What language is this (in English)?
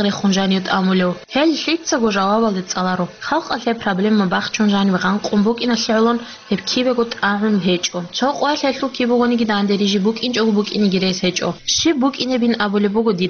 Avaric